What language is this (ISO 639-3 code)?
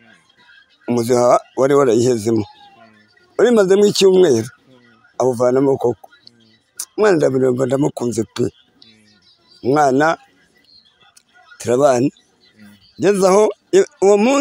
kin